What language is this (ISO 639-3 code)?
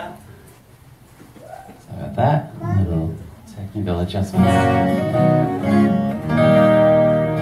eng